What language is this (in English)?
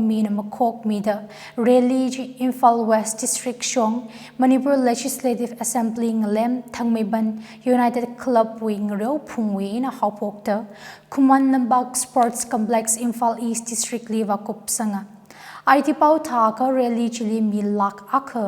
Tangkhul Naga (India)